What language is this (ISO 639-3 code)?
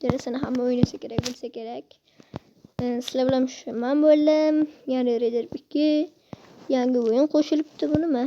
uzb